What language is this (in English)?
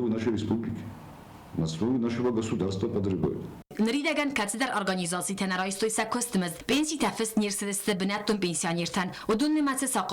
Ossetic